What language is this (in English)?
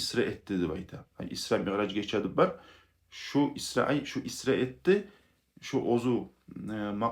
Kumyk